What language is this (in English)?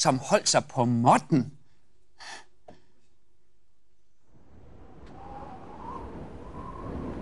Danish